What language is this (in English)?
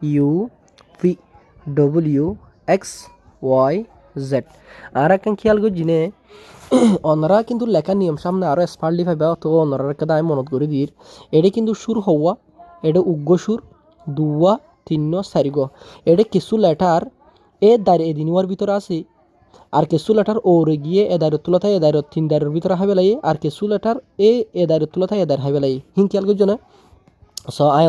Rohingya